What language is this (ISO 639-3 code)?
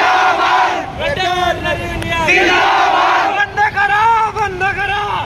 mar